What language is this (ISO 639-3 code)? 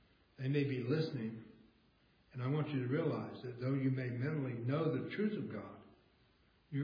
eng